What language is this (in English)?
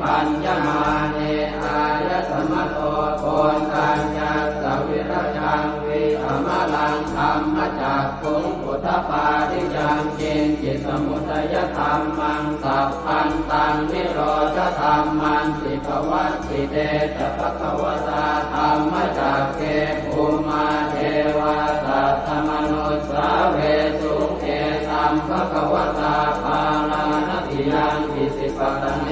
Pali